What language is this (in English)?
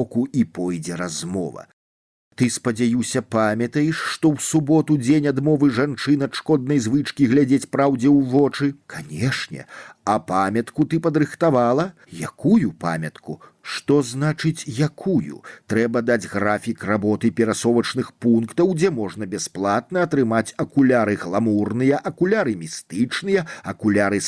Belarusian